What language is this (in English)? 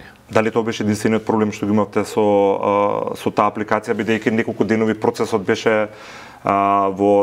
Macedonian